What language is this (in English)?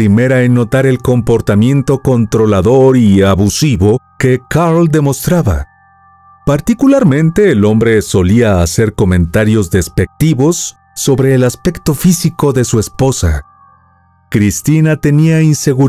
Spanish